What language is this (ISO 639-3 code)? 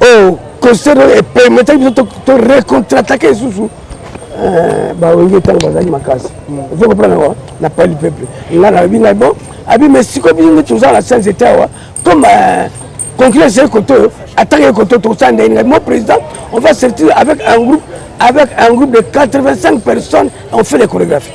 lin